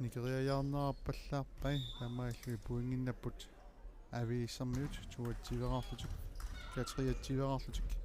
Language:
Kalaallisut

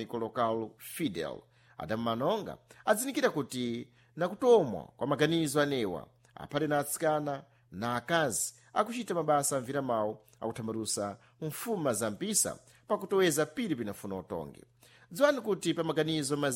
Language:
Sena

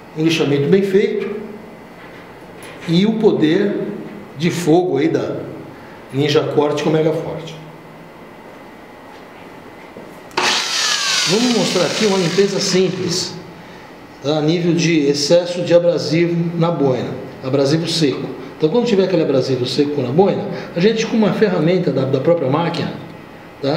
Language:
Portuguese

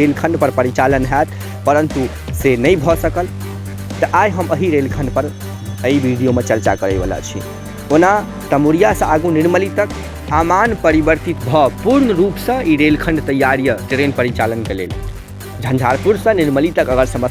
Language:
Maithili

